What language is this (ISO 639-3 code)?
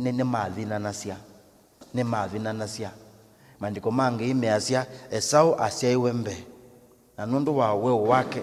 kam